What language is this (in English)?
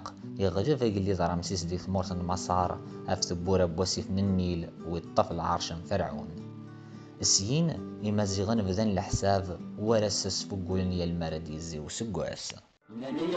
Kabyle